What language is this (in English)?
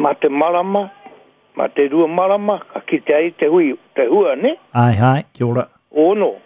Māori